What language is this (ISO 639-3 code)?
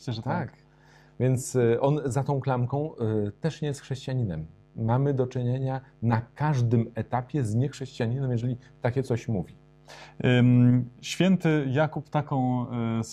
pol